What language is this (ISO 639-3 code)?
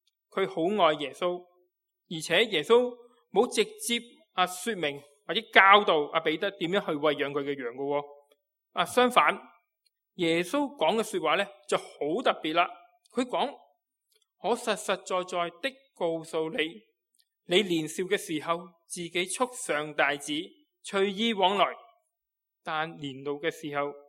yue